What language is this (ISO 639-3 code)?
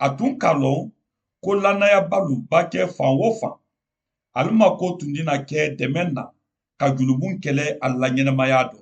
man